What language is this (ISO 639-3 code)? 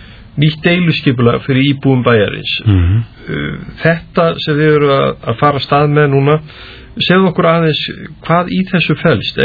isl